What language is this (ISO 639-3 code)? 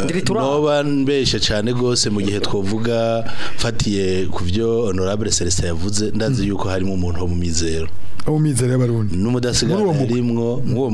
run